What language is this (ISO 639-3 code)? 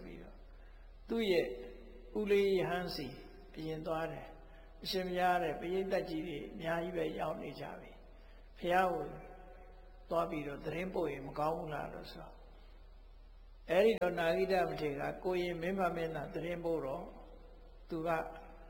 mya